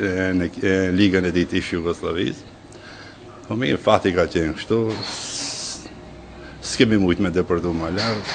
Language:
Albanian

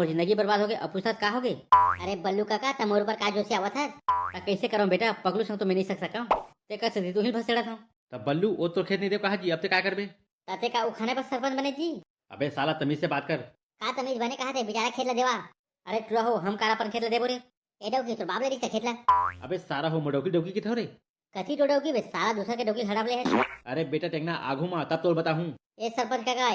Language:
Chhattisgarhi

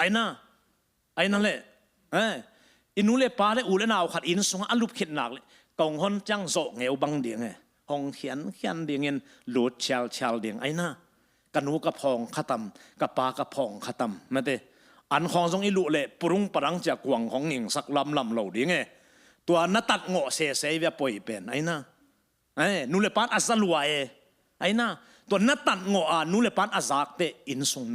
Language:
Tedim Chin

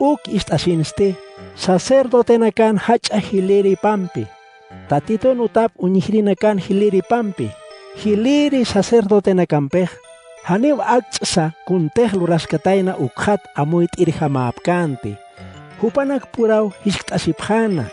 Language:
Aymara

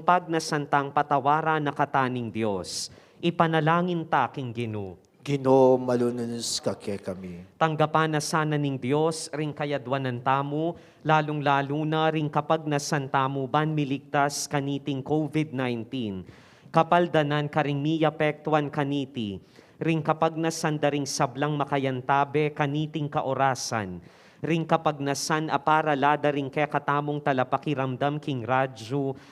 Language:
Pampanga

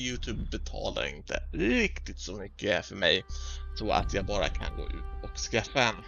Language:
Swedish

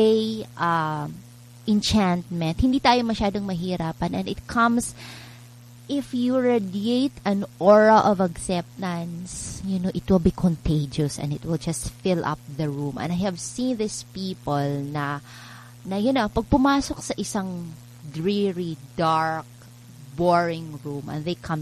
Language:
Filipino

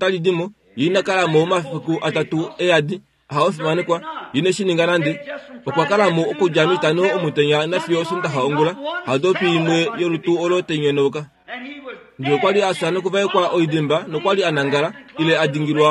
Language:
Kuanyama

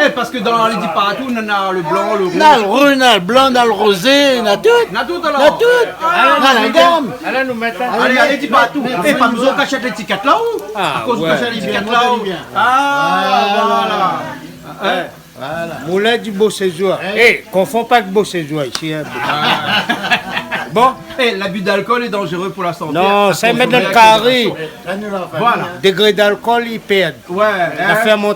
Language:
Réunion Creole French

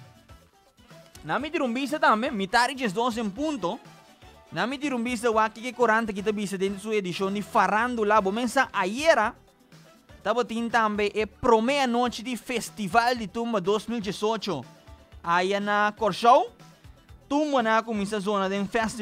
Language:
Papiamento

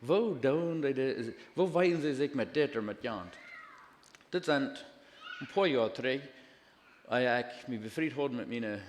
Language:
Plautdietsch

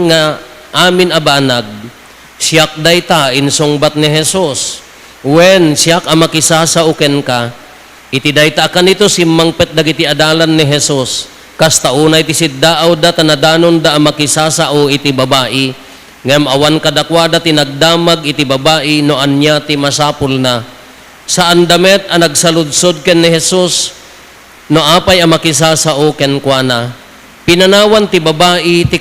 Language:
Iloko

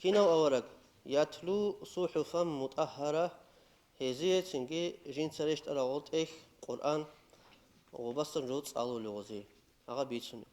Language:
Avaric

